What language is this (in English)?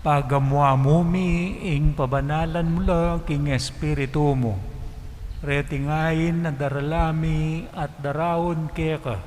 Pampanga